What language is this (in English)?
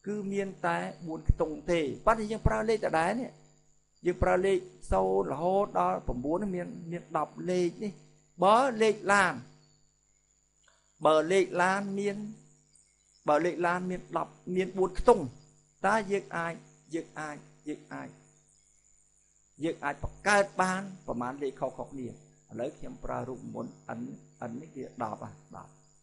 Khmer